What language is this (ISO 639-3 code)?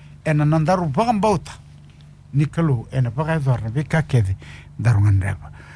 fij